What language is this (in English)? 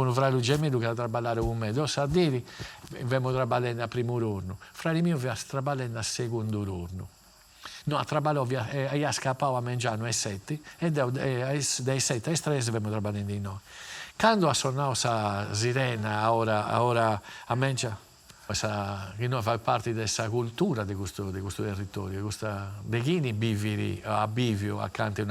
Sardinian